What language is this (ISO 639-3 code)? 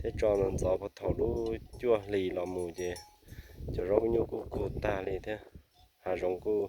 hmn